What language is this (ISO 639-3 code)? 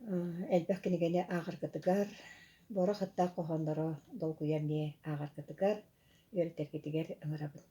sah